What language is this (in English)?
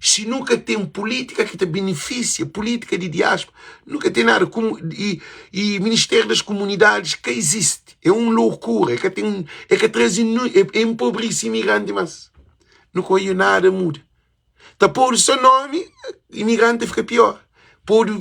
Kabuverdianu